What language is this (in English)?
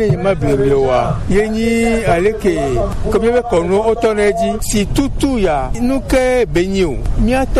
Gen